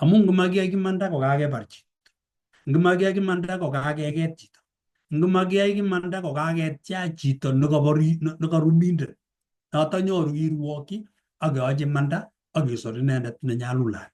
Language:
Kalenjin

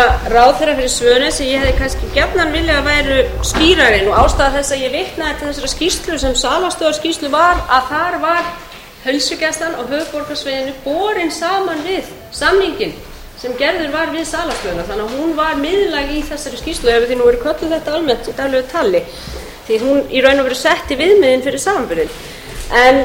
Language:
Icelandic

